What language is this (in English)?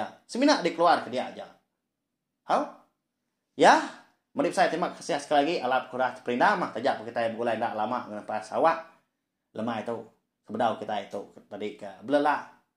Iban